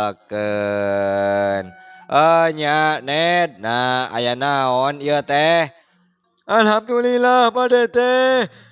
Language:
Sundanese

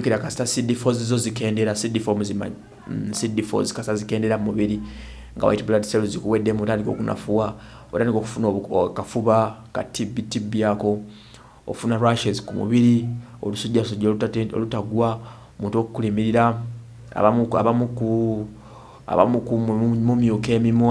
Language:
Ganda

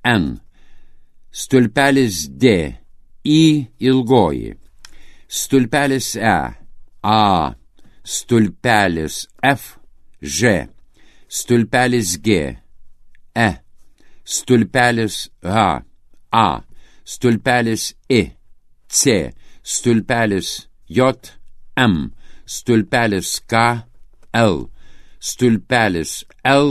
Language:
Lithuanian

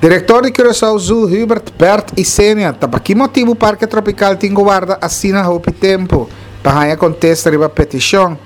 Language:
Papiamento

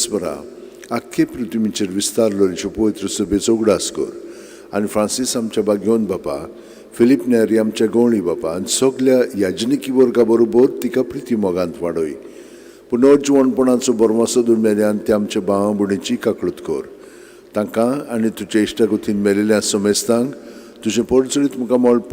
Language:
Konkani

